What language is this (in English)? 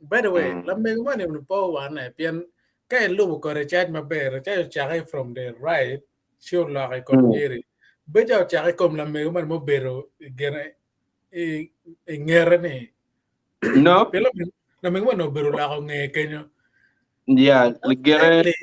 Acoli